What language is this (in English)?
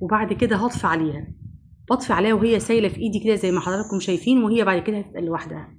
Egyptian Arabic